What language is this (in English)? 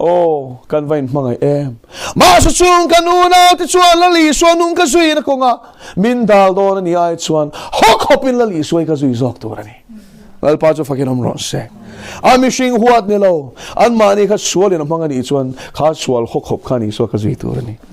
Mizo